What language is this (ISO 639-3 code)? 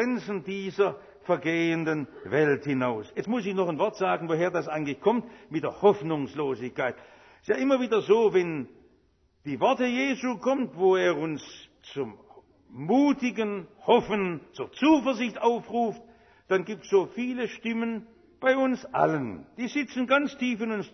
deu